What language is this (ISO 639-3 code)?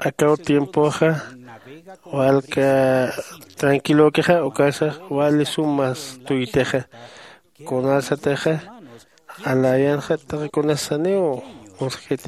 aym